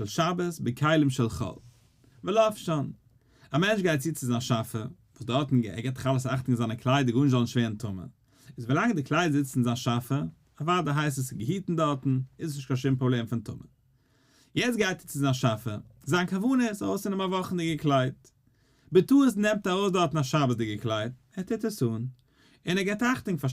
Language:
Yiddish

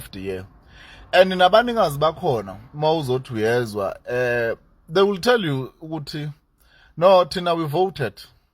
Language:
Zulu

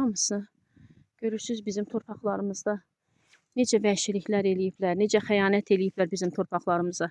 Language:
Azerbaijani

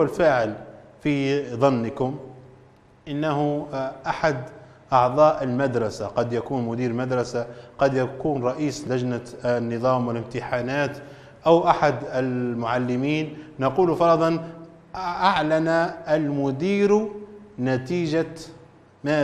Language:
Arabic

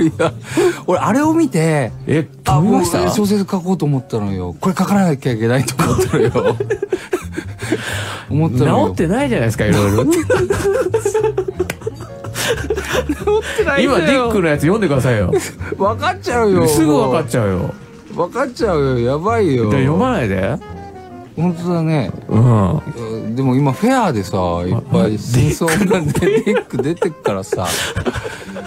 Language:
Japanese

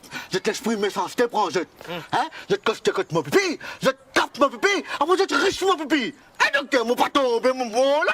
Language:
Morisyen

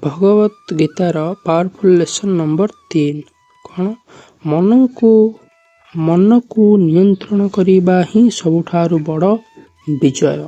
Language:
Odia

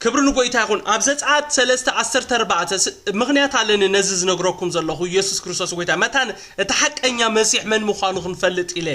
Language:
Tigrinya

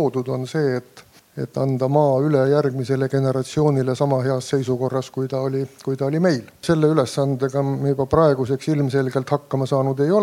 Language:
Estonian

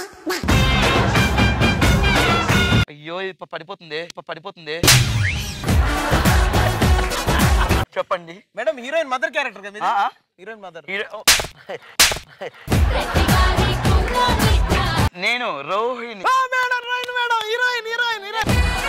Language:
Telugu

